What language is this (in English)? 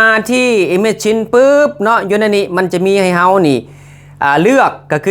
Lao